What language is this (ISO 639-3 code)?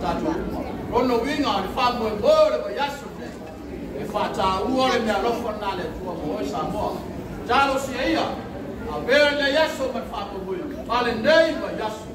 smo